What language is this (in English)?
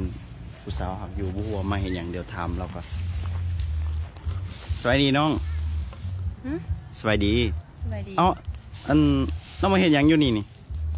Lao